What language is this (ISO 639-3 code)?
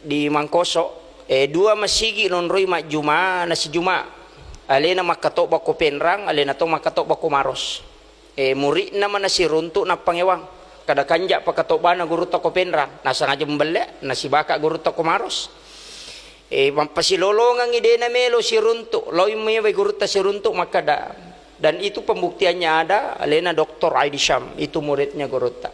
bug